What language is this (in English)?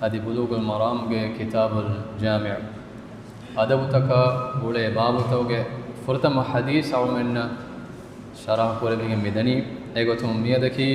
Divehi